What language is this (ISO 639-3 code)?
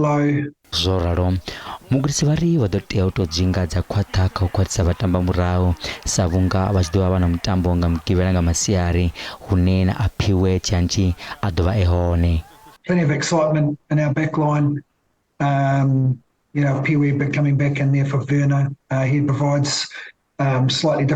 ven